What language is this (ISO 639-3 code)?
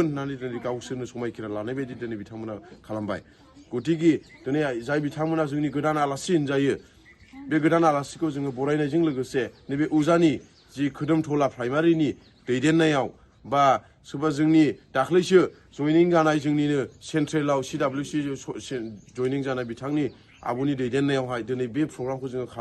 brx